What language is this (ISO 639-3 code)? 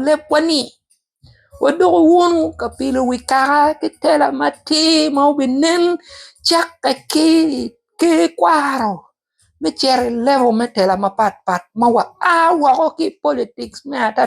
ach